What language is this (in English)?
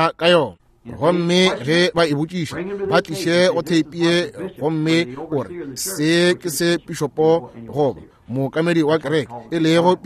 Northern Sotho